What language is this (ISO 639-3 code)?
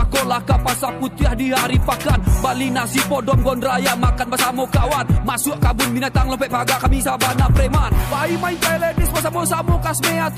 min